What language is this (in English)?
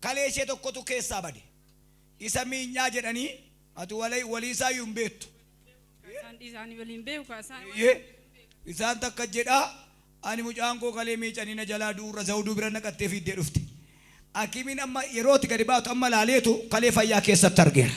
Oromo